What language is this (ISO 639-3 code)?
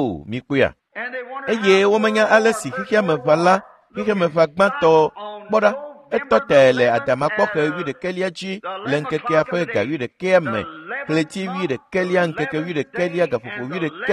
ewe